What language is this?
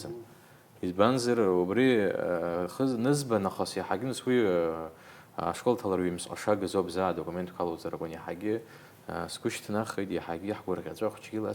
Abkhazian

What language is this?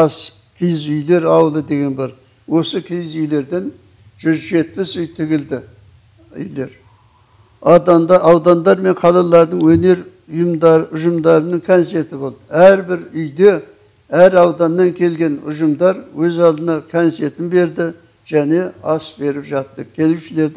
Kazakh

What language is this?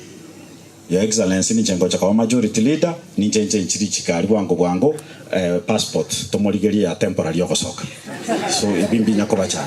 Gusii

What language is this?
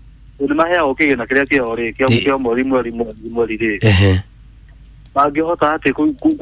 Kikuyu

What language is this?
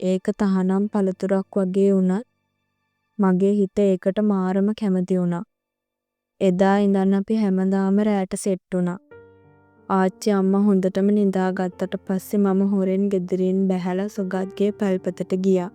Sinhala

